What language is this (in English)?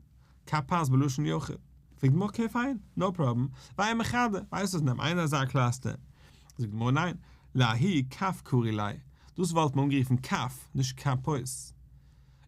Yiddish